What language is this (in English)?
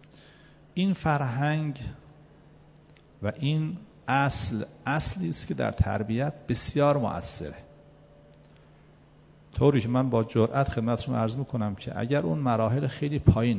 Persian